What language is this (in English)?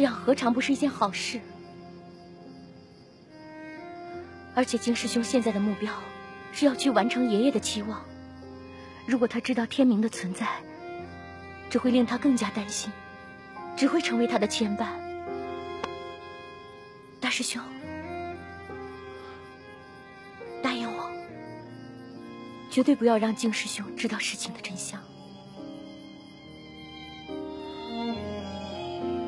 Chinese